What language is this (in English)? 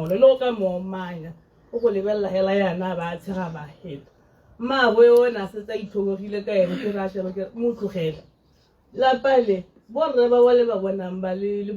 Tswana